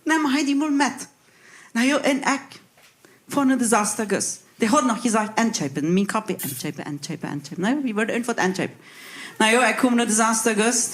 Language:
Plautdietsch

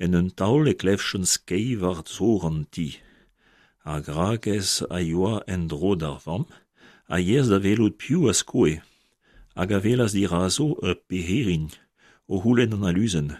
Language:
Breton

